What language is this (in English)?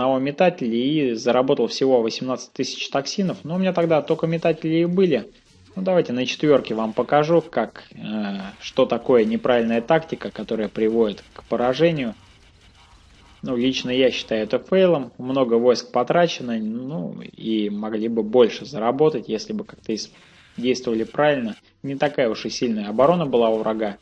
Russian